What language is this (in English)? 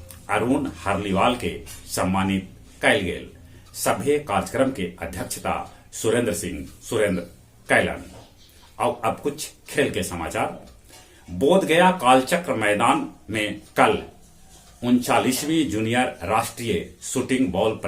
Magahi